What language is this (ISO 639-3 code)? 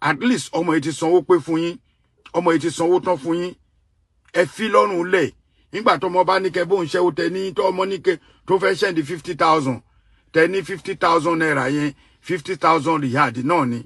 yor